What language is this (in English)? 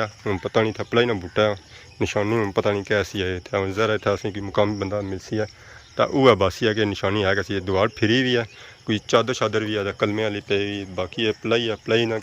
Pahari-Potwari